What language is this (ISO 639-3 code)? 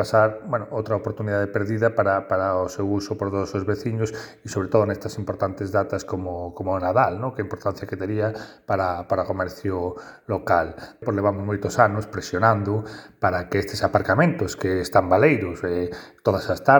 glg